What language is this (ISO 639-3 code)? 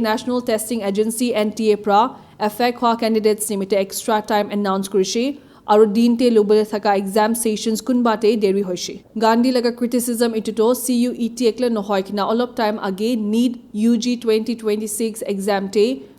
nag